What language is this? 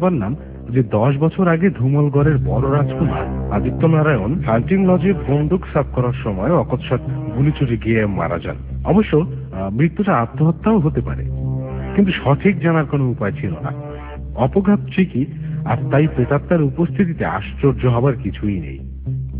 Bangla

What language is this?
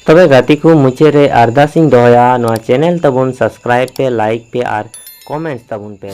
Santali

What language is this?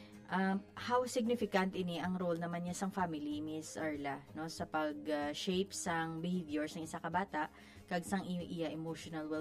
Hiligaynon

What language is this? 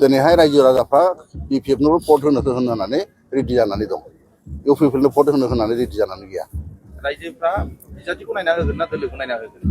Bodo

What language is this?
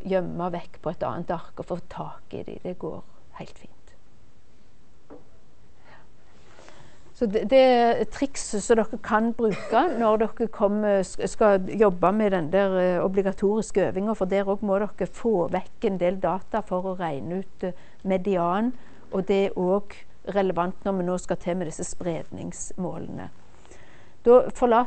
Norwegian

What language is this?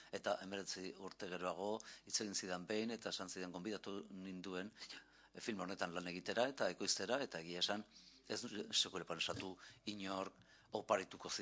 Basque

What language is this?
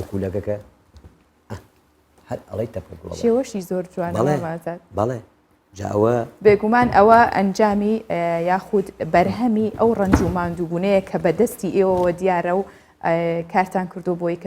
Central Kurdish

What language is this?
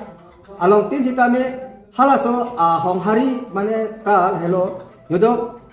Karbi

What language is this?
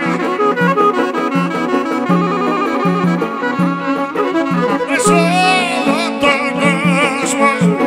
Greek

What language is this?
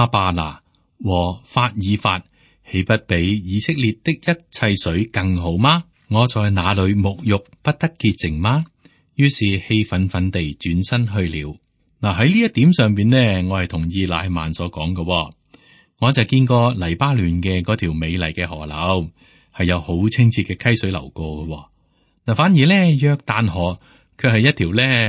Cantonese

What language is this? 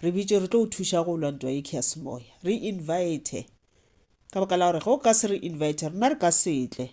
Northern Sotho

